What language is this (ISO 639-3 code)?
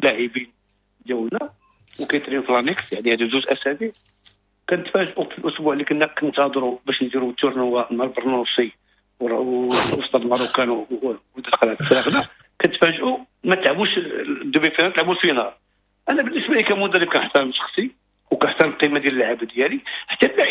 ary